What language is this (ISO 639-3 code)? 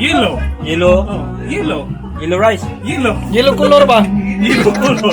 ceb